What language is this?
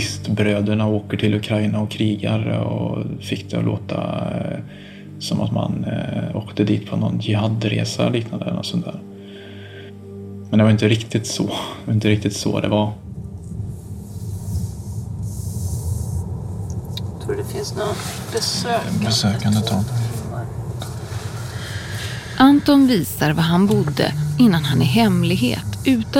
Swedish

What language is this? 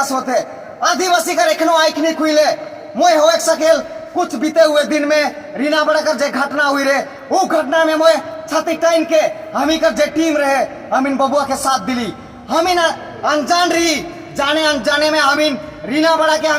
Sadri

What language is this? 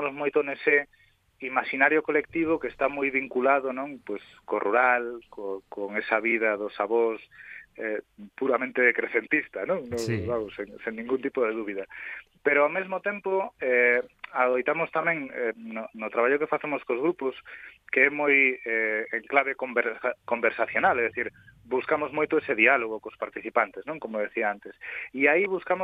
Galician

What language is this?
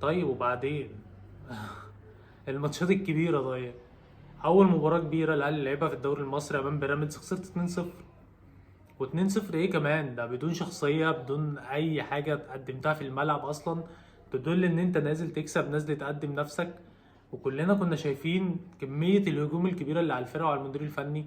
Egyptian Arabic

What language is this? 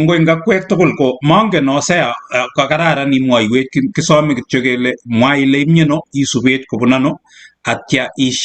Kalenjin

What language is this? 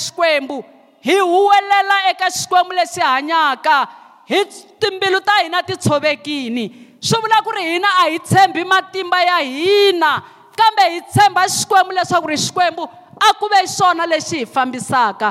Tsonga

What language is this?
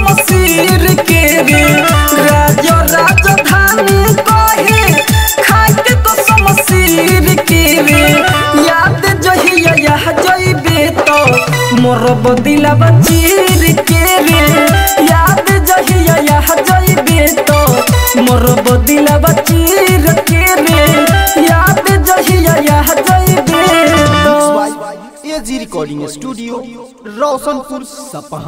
Bhojpuri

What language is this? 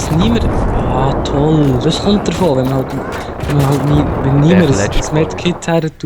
Swiss German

